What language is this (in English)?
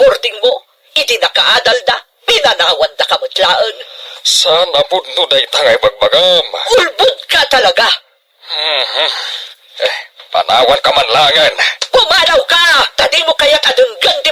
Iloko